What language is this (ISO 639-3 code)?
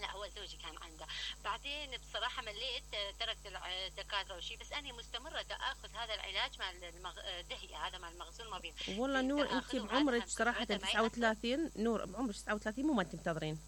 acm